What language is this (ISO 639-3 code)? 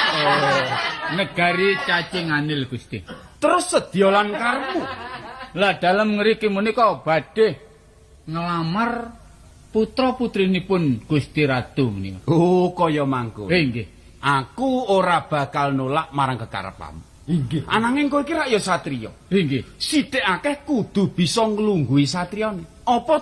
jav